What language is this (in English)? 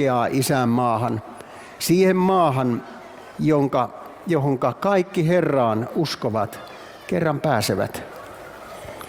Finnish